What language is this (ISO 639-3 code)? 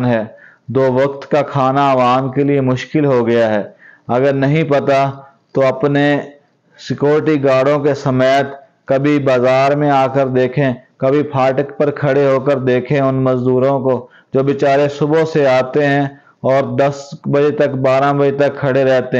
urd